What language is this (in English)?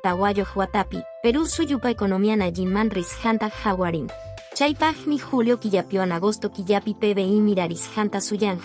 Quechua